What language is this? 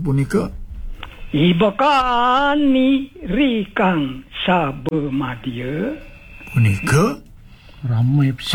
Balinese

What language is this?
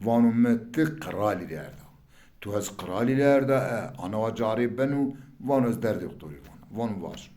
Zaza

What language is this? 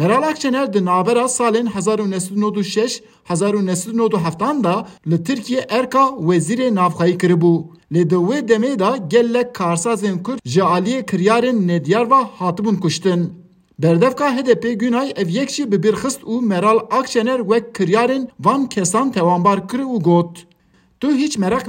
Kurdish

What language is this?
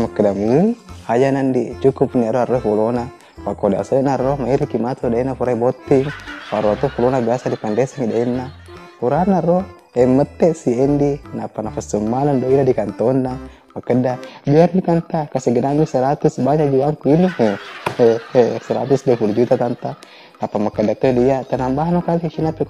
Buginese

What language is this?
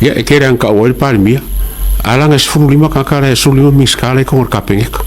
Samoan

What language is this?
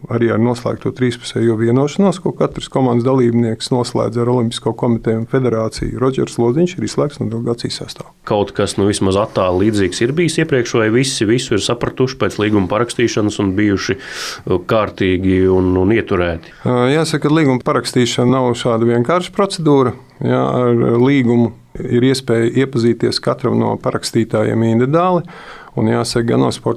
Latvian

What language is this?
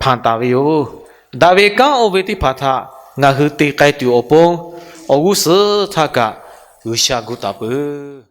Lahu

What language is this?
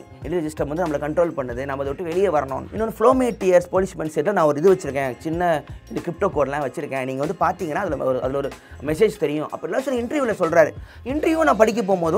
Tamil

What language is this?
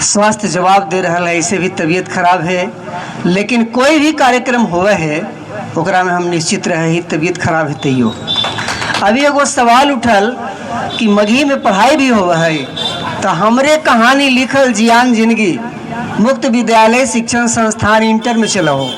Magahi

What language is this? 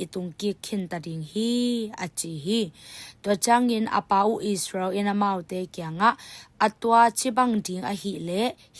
Tedim Chin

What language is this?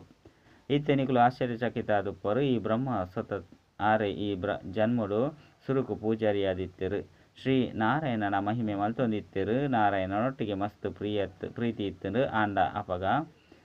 Tulu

